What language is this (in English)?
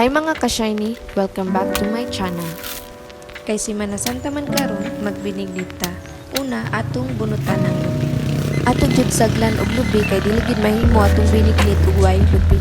Cebuano